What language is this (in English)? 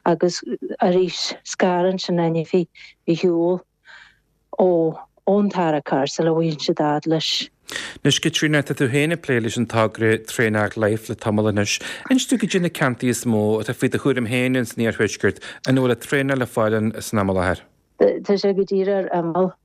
Irish